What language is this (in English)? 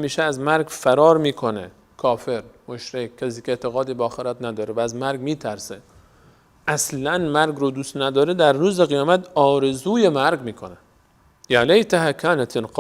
Persian